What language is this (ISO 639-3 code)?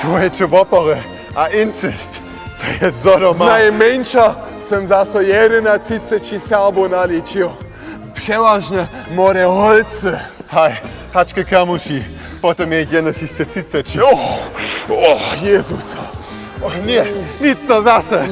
hsb